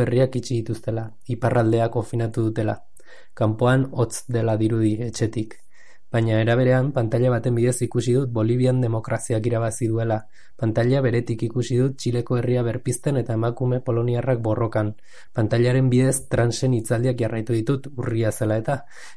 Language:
Basque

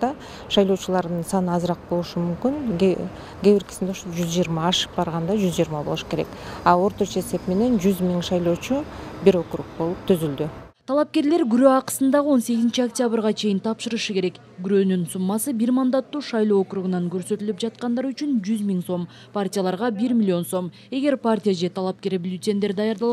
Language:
Kyrgyz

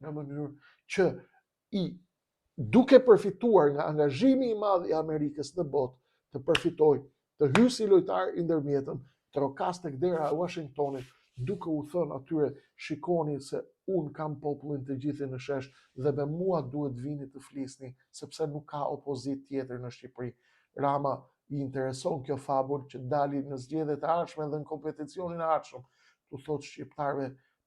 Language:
Albanian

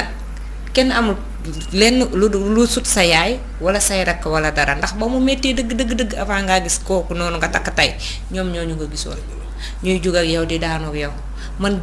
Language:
Wolof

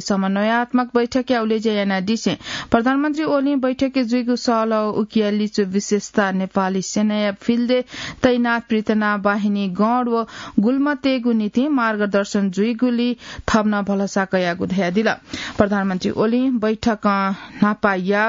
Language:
Newari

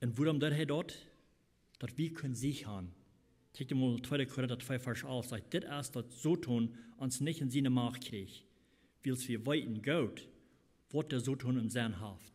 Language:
Plautdietsch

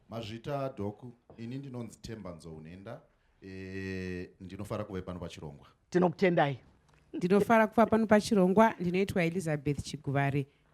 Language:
Shona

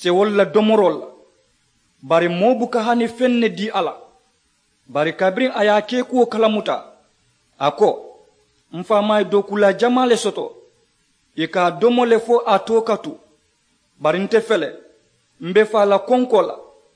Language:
Mandingo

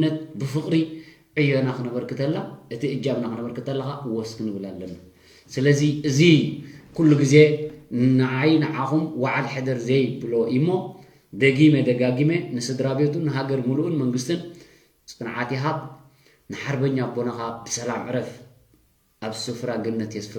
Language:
Tigrinya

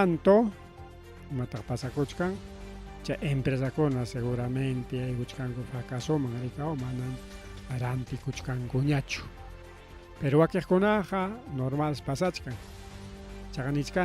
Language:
Ayacucho Quechua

